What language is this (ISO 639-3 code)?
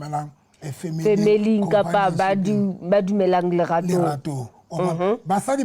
sot